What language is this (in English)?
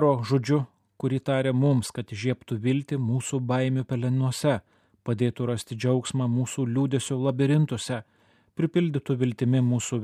Lithuanian